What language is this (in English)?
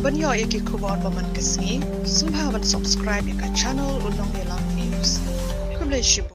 Khasi